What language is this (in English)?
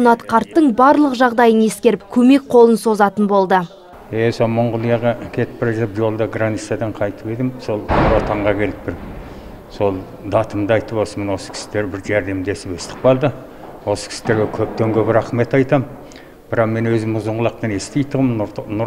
Kazakh